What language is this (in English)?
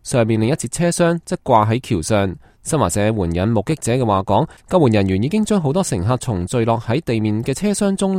Cantonese